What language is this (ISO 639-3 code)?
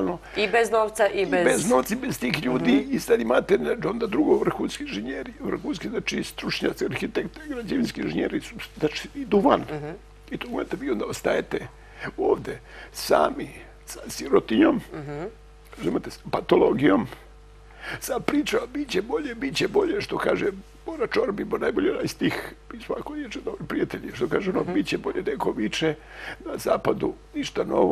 srp